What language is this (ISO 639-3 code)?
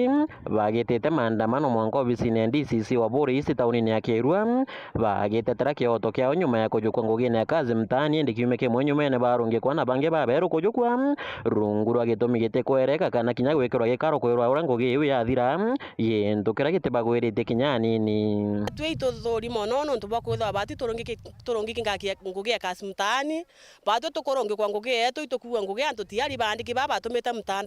mer